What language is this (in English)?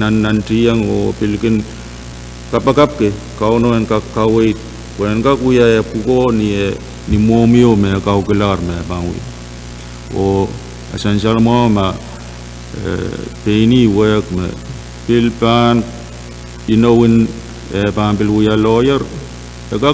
Pohnpeian